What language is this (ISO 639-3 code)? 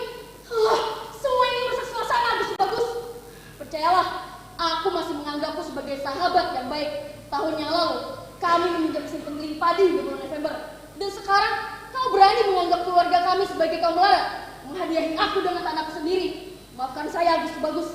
bjn